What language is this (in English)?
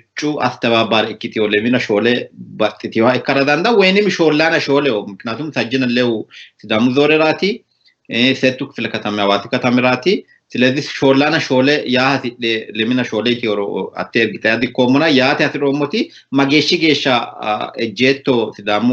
Sidamo